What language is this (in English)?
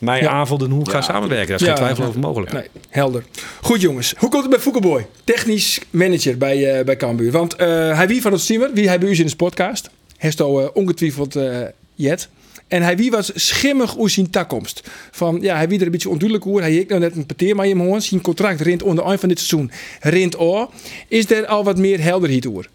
Western Frisian